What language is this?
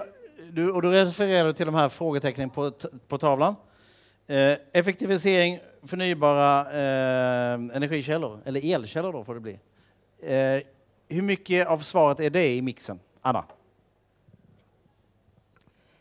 Swedish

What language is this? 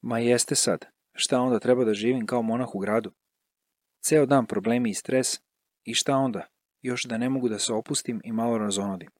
Serbian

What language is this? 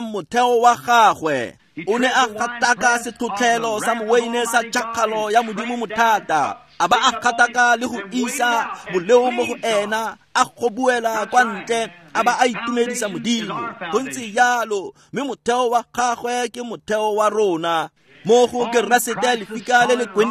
Tswana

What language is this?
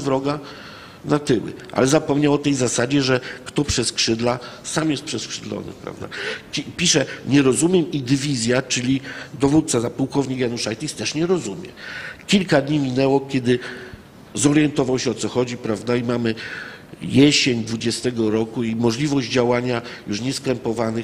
Polish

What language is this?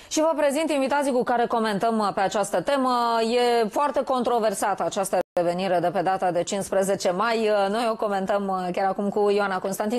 Romanian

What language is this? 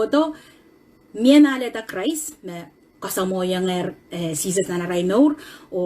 Pohnpeian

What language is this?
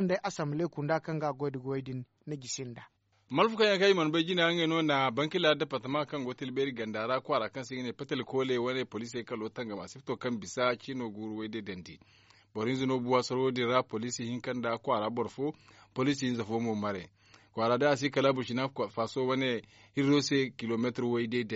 Zarma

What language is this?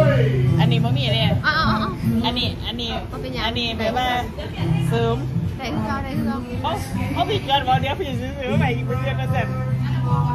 Thai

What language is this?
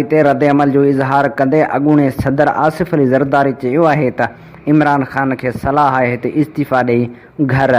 Sindhi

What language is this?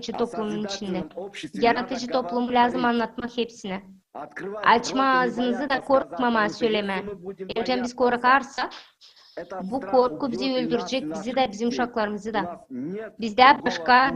Gagauz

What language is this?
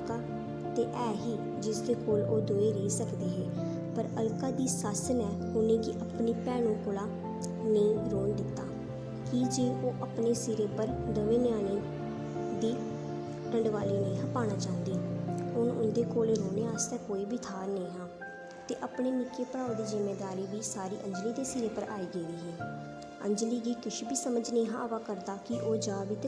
Dogri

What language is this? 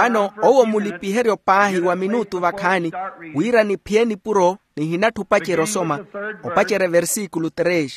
Makhuwa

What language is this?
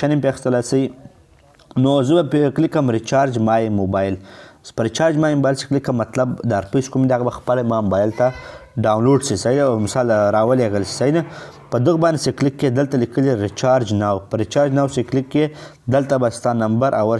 Pashto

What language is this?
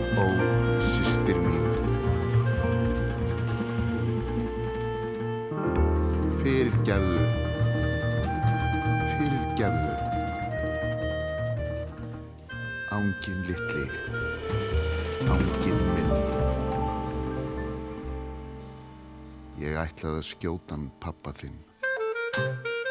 Icelandic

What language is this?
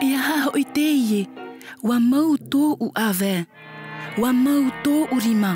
Tahitian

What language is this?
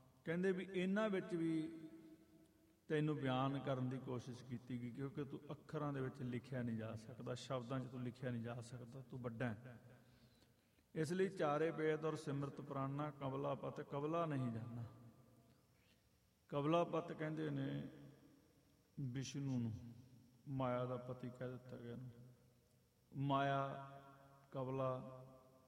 Punjabi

